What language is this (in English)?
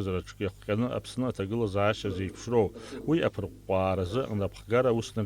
Abkhazian